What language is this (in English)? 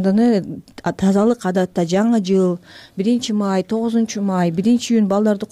Kyrgyz